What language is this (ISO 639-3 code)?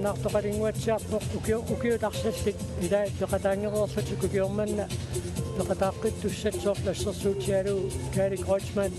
kal